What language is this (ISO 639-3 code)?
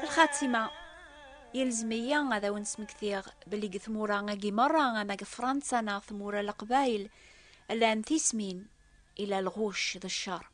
kab